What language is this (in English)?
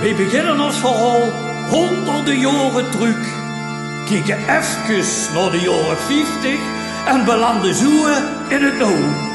Limburgish